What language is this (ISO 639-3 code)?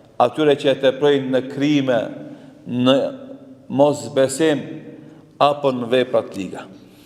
sqi